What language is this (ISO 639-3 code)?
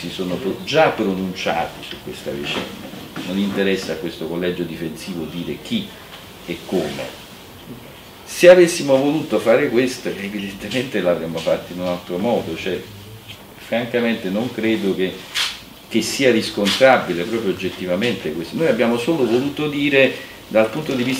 ita